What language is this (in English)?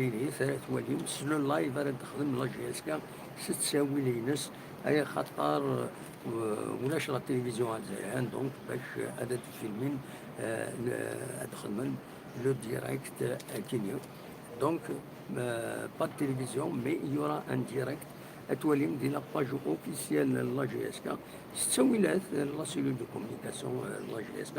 Kabyle